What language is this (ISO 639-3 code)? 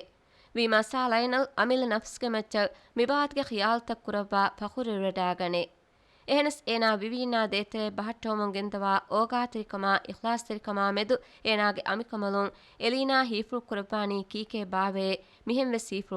div